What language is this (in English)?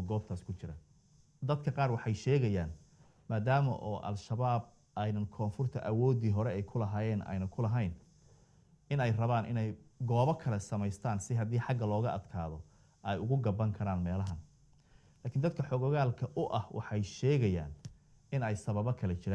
Somali